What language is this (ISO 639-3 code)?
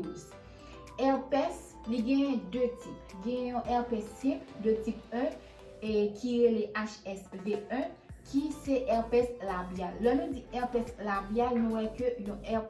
hat